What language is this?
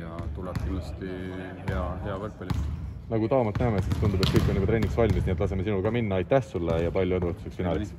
Estonian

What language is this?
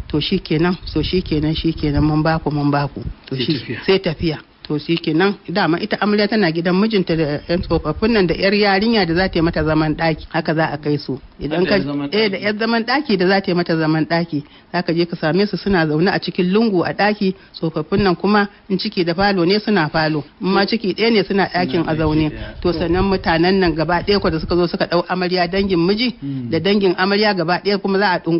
Hausa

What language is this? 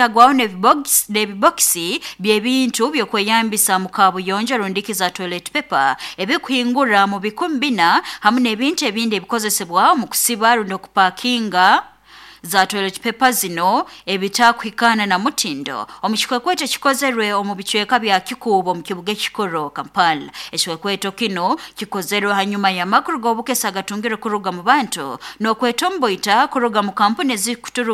Nyoro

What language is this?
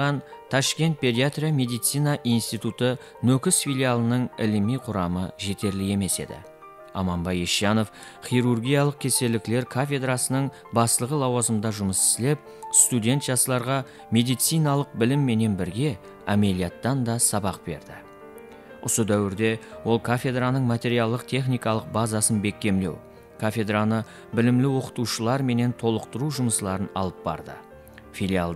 Kara-Kalpak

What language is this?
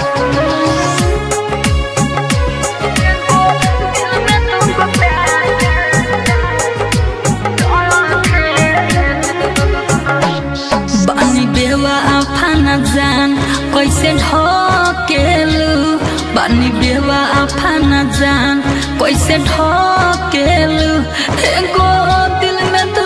Bhojpuri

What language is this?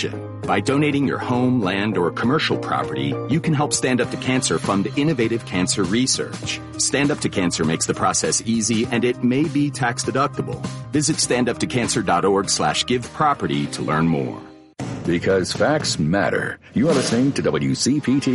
English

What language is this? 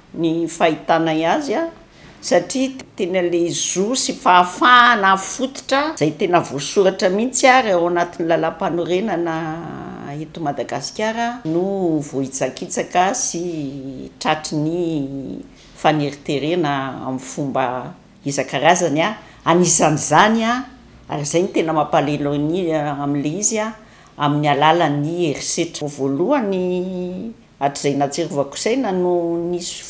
Malagasy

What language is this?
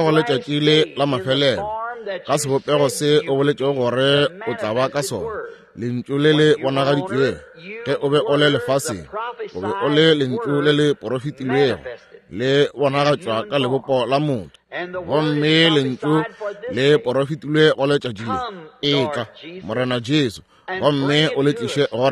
Northern Sotho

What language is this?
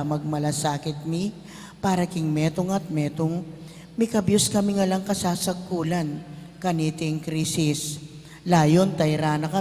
Pampanga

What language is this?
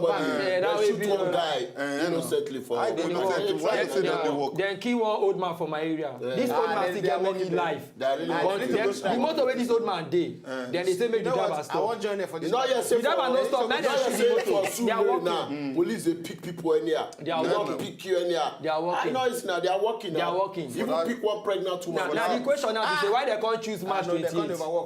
Nigerian Pidgin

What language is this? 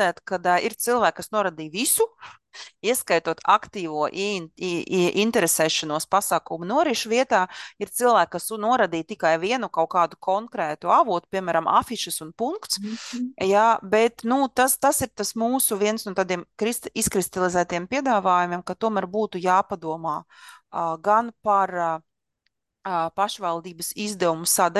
Latvian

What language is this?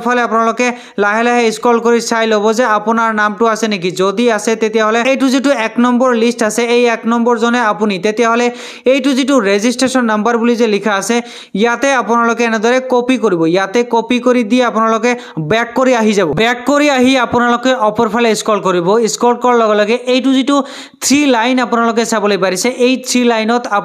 Assamese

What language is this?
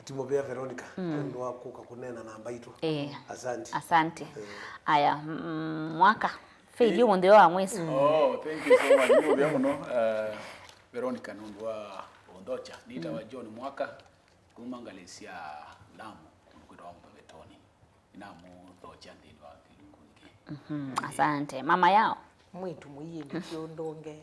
Kamba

